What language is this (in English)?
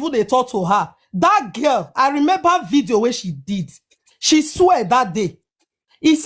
Nigerian Pidgin